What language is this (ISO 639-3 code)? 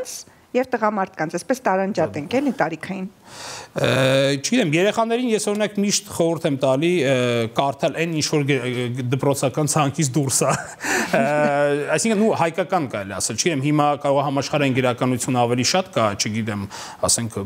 hye